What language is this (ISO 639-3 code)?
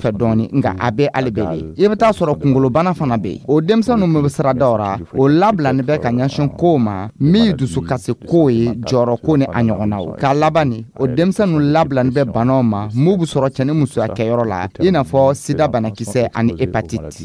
dyu